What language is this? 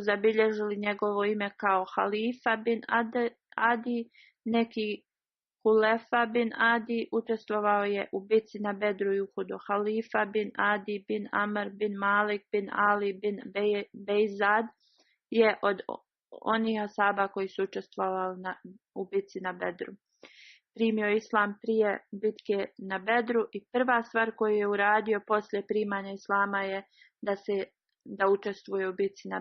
Bosnian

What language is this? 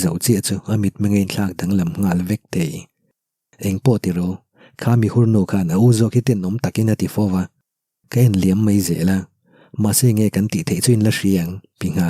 Mizo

